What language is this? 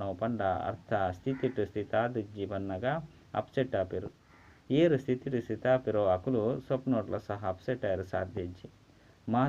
Tulu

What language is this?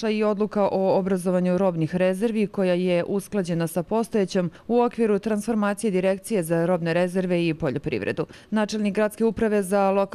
Serbian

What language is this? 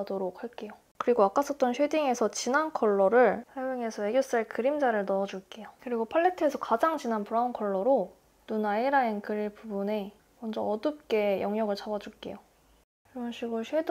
Korean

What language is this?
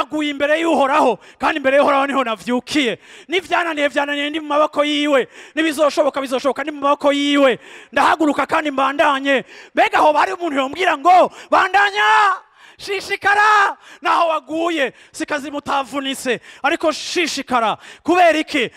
Rundi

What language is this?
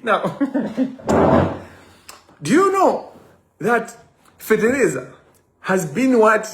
Nyanja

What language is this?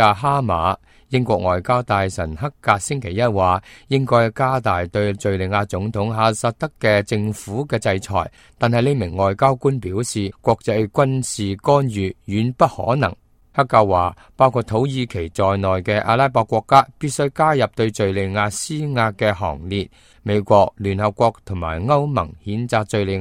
Cantonese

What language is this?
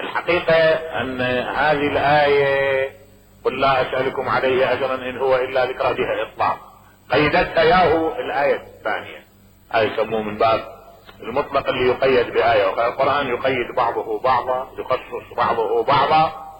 Mesopotamian Arabic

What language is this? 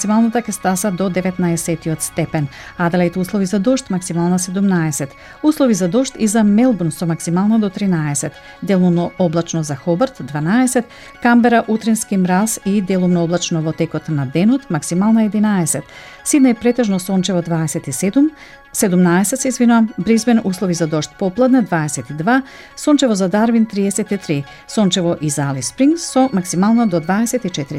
Macedonian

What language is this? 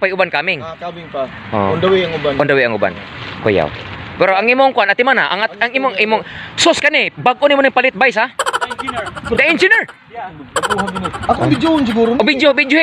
Cebuano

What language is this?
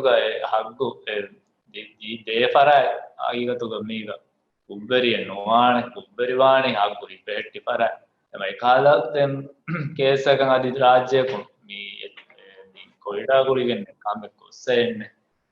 Divehi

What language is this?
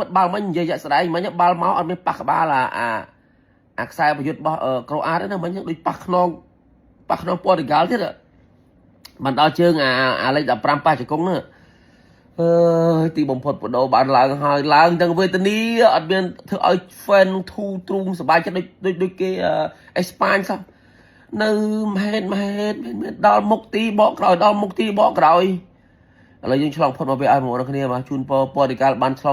Khmer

